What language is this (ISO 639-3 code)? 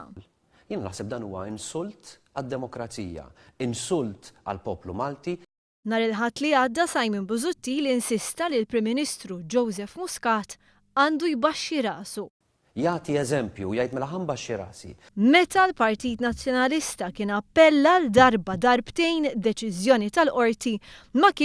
mlt